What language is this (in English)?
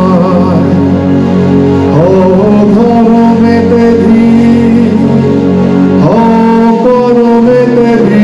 Bangla